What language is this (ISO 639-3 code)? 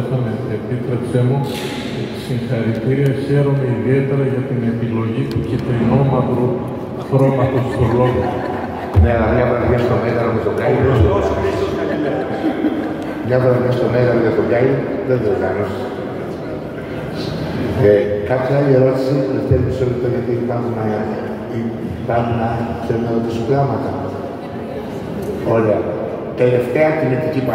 ell